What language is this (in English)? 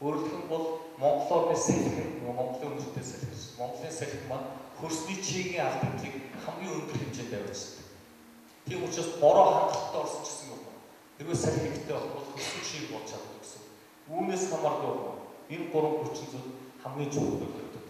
Mongolian